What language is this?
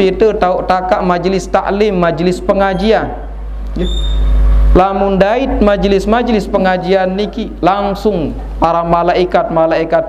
Sasak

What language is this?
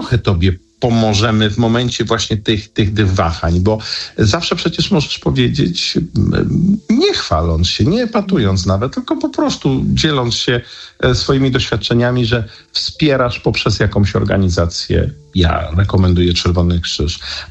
Polish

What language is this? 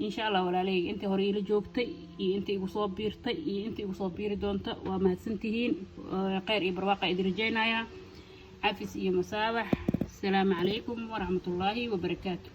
Somali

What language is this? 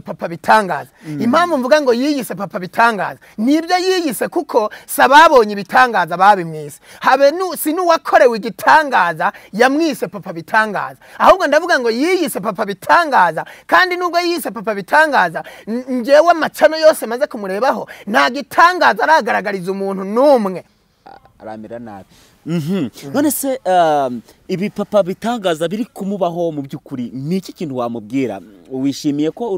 Kinyarwanda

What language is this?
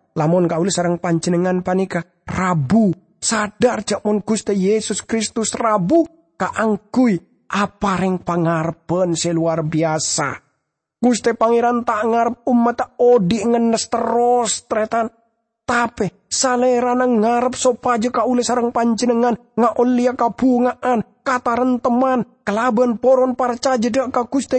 Madurese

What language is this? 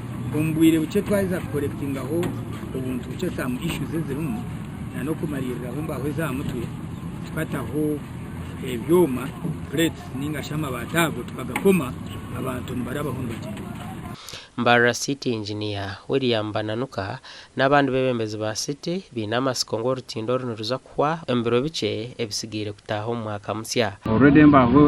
Nyankole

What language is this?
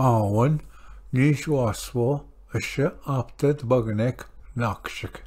Ojibwa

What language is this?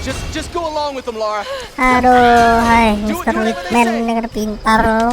Banjar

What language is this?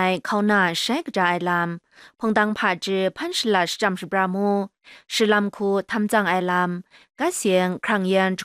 Kachin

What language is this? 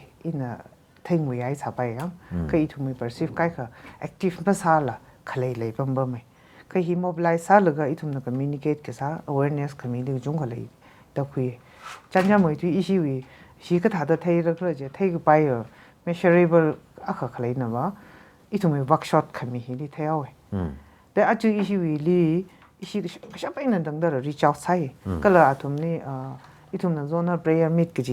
Tangkhul Naga (India)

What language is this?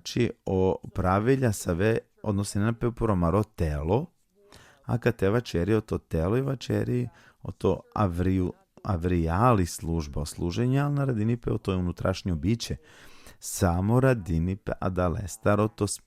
Balkan Romani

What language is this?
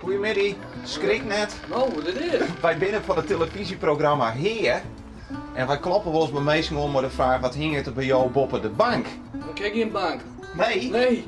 Western Frisian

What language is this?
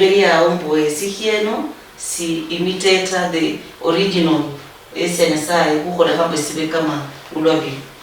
Luyia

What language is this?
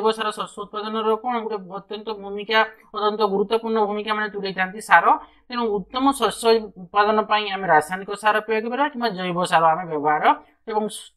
Odia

